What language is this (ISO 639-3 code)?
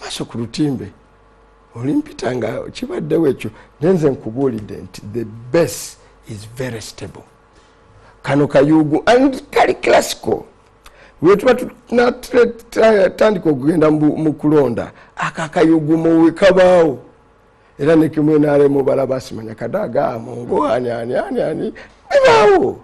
lug